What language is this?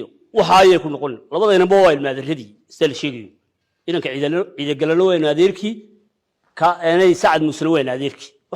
Somali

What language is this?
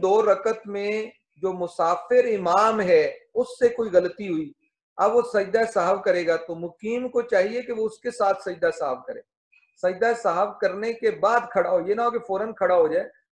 Urdu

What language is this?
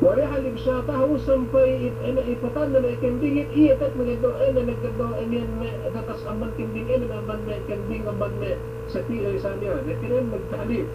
Yakan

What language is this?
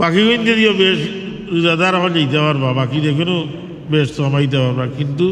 Sylheti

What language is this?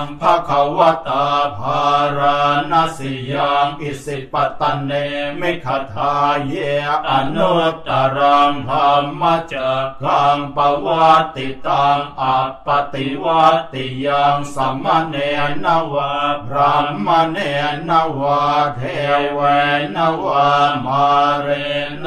Pali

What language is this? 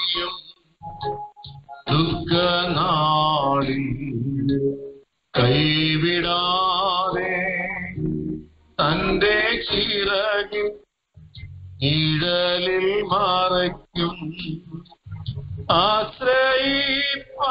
Malayalam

